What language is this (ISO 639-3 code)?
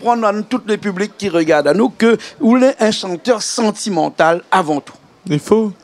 rcf